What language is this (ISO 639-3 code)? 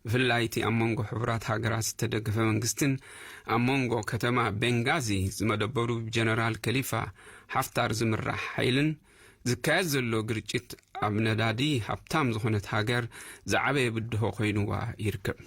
tir